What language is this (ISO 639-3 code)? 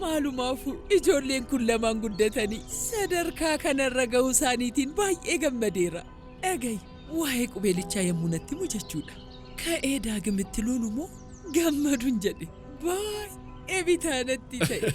orm